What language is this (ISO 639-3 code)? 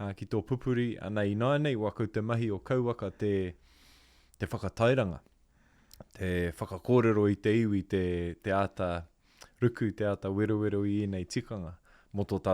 mri